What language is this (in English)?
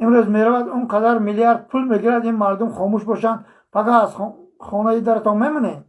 Tajik